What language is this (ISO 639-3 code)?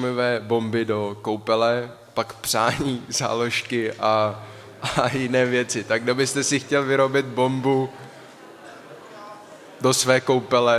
ces